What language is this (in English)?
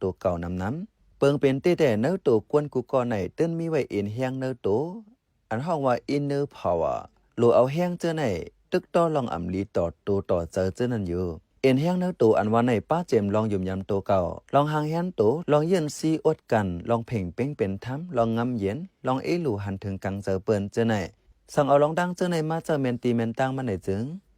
Shan